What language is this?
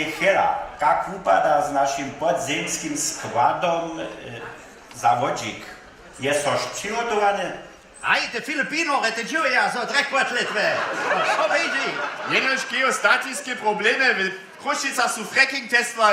Upper Sorbian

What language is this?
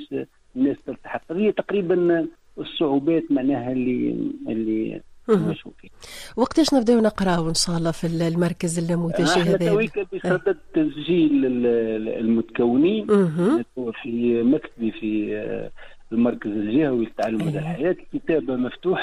Tunisian Arabic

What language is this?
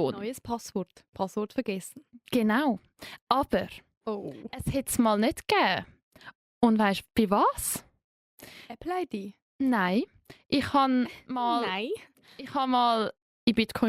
Swiss German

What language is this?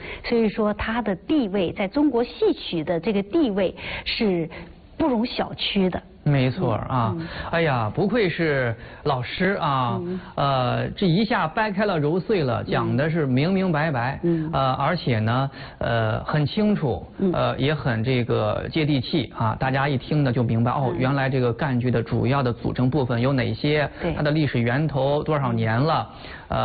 Chinese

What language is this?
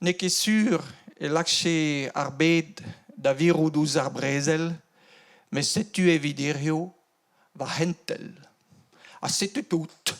Breton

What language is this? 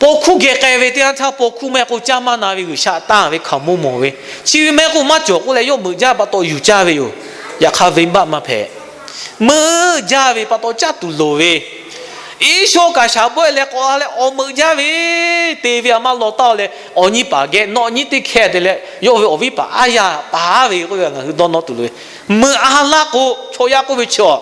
Lahu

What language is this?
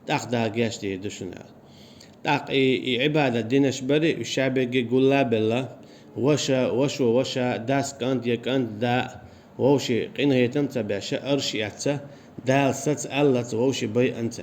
Chechen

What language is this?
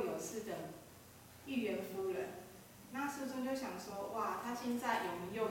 Chinese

